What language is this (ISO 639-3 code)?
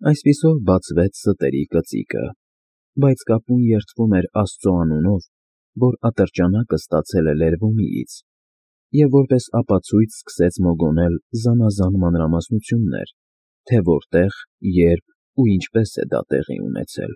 hye